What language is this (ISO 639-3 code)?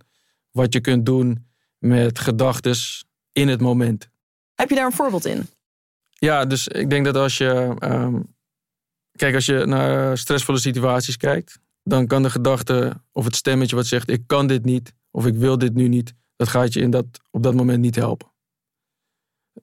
nld